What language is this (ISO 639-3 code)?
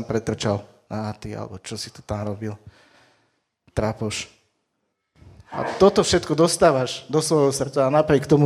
slk